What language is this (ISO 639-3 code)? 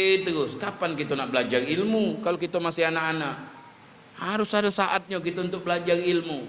mui